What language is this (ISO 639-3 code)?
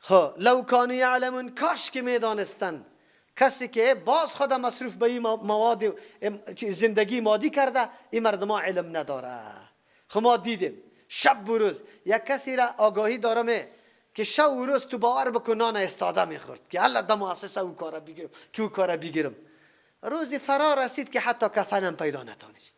fas